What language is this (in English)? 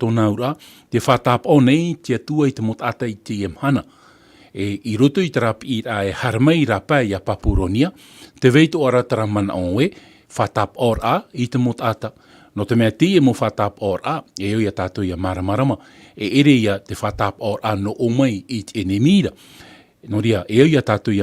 Tahitian